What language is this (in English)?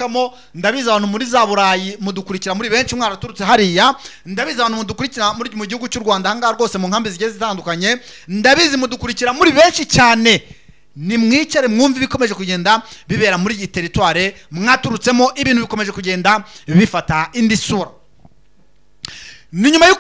Kinyarwanda